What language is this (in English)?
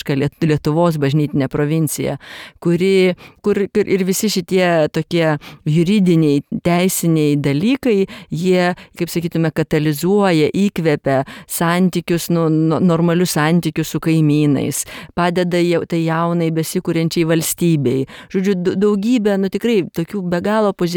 Lithuanian